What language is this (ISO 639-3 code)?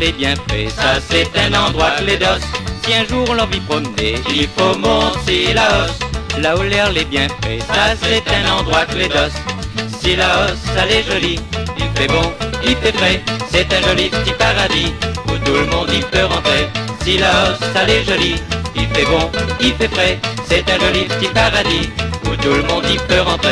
rcf